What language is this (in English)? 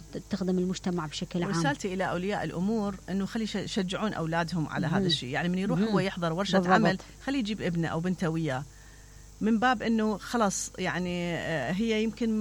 Mesopotamian Arabic